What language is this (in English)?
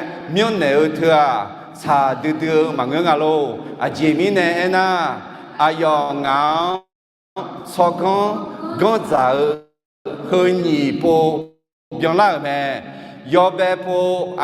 Akha